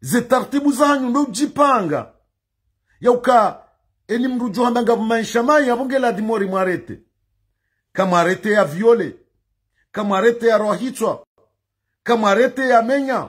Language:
Ngazidja Comorian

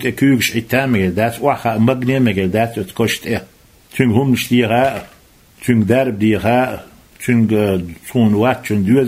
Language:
Chechen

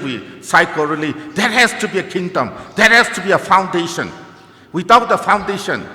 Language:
Tangkhul Naga (India)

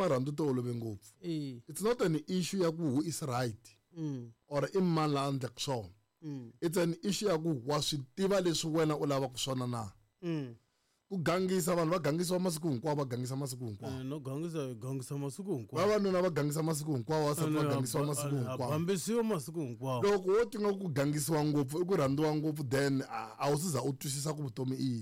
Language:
Tsonga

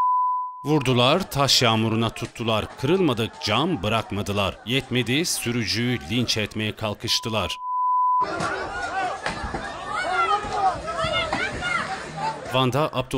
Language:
Turkish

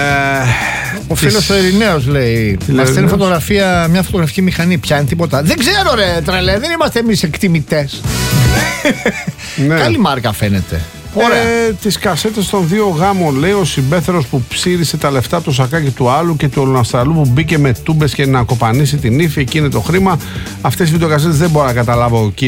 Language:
Greek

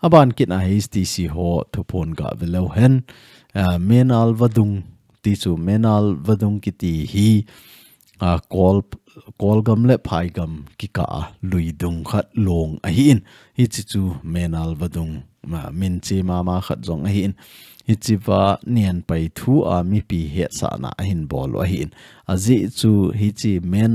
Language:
Thado Chin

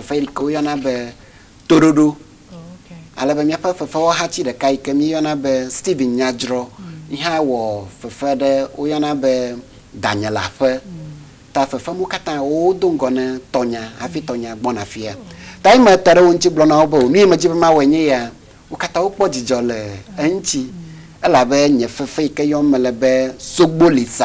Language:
Ewe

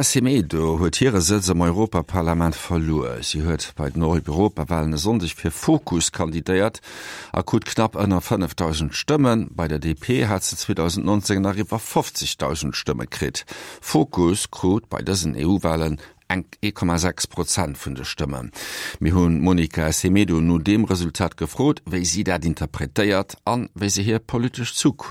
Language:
Luxembourgish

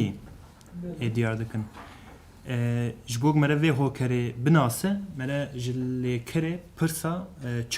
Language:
Kurdish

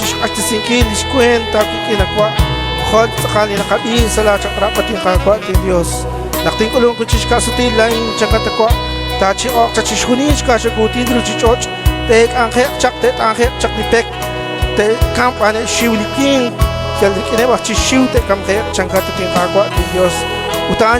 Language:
Kekchí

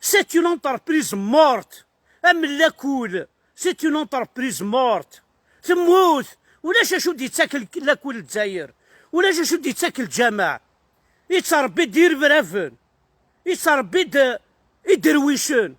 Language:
Kabyle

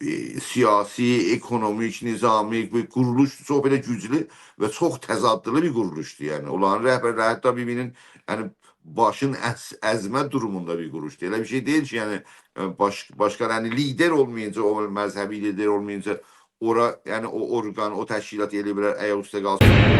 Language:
South Azerbaijani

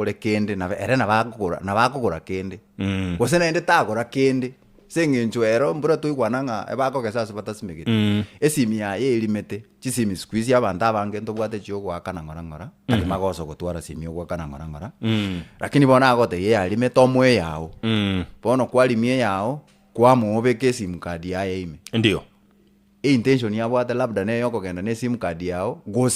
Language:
Gusii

